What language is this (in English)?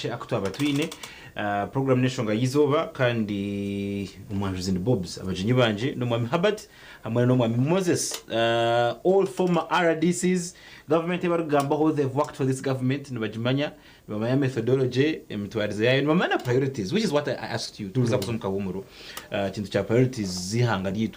Nyankole